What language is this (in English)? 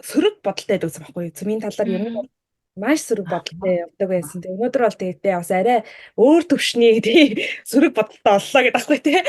Mongolian